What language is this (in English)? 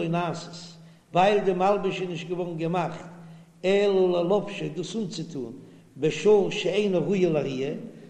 Yiddish